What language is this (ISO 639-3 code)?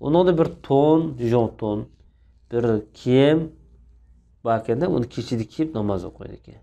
uig